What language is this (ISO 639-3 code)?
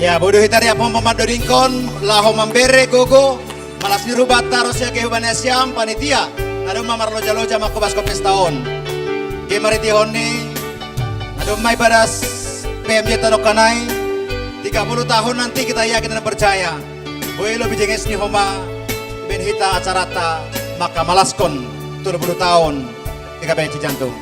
bts